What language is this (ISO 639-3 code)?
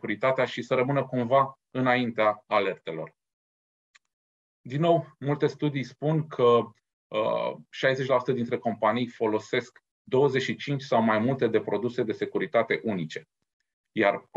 ron